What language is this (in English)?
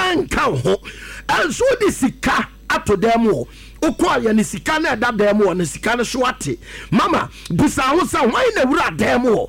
Akan